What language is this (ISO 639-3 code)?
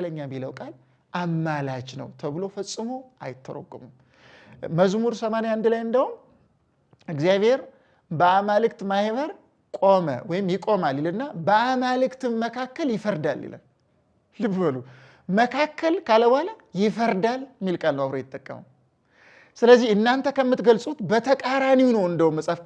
amh